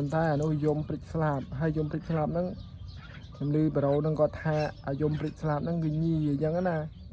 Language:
Khmer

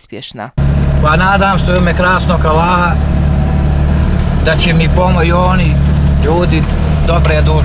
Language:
Bosnian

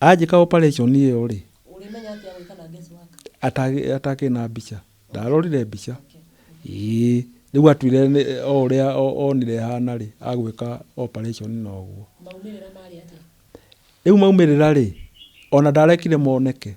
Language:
Kikuyu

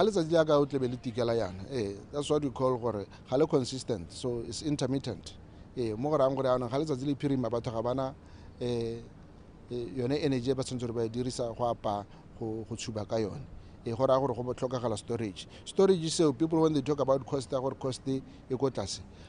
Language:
Tswana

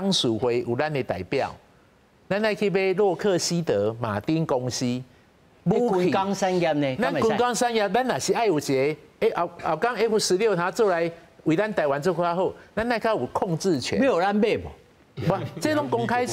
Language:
Min Nan Chinese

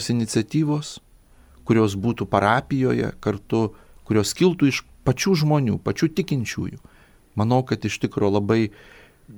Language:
Lithuanian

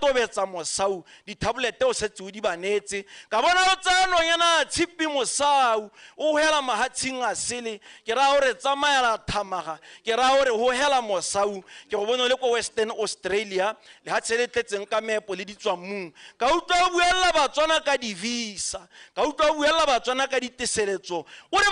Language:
Tswana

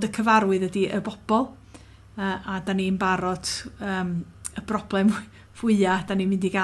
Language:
Welsh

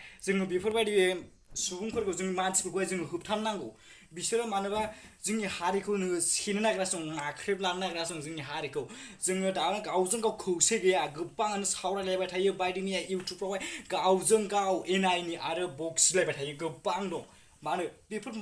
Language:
Bodo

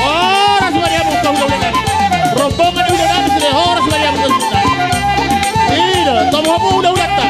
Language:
Batak Toba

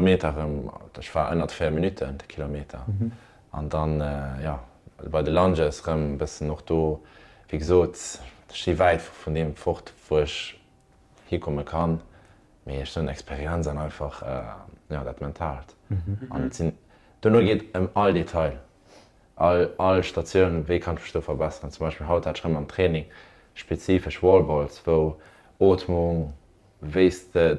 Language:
Luxembourgish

